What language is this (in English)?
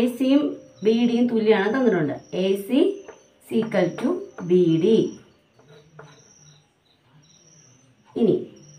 Malayalam